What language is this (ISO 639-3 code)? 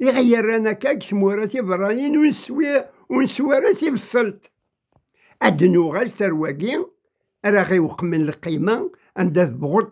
kab